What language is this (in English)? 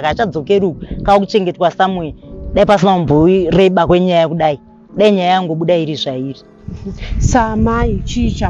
Shona